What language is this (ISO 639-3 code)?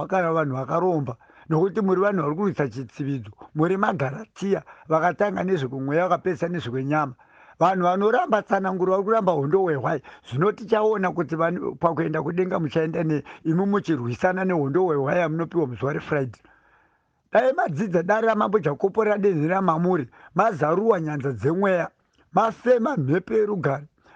sna